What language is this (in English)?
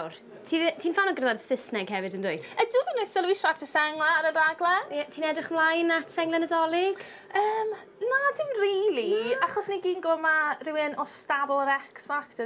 Welsh